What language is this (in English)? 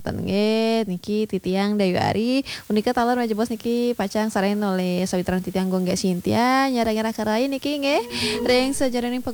Balinese